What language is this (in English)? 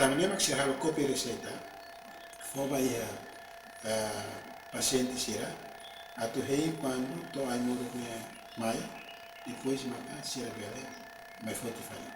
Tetum